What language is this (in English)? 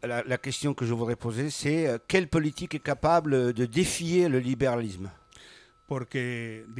French